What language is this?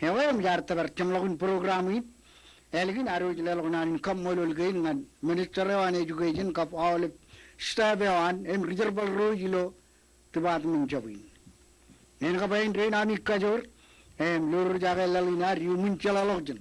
Marshallese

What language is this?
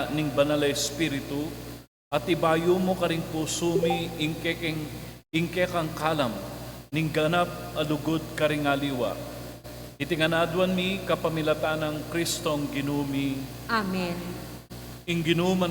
Pampanga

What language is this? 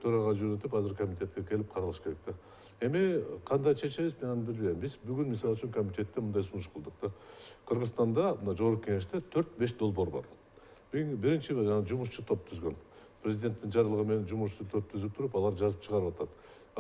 Kyrgyz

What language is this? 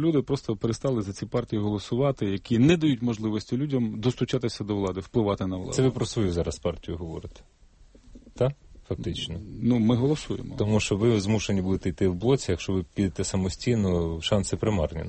Ukrainian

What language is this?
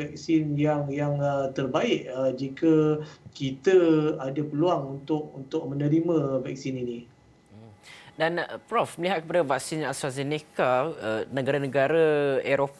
Malay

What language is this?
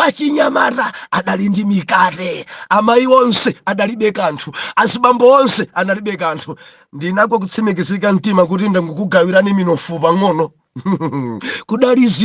Nyanja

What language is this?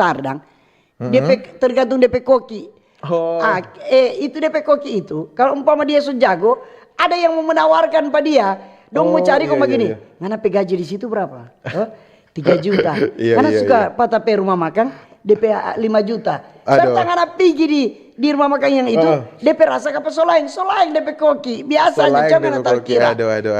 Manado Malay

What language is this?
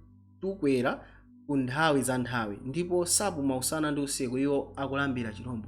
Nyanja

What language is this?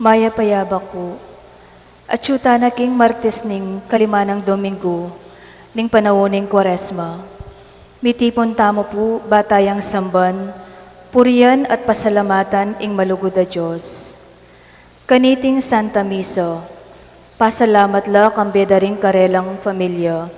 Pampanga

